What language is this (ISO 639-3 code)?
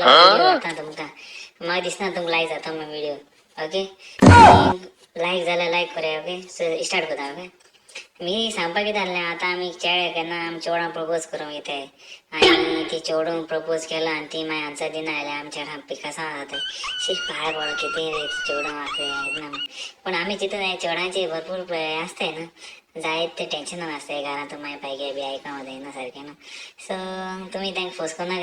kok